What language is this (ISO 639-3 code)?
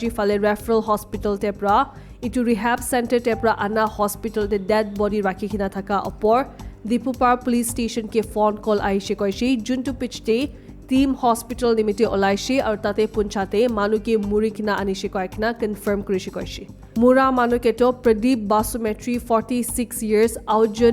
nag